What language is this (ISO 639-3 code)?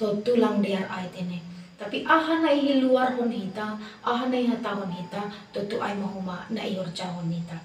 bts